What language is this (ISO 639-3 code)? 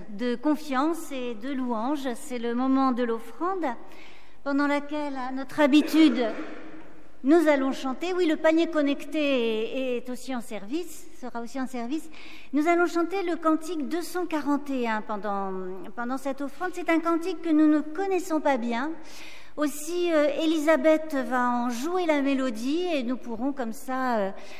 fra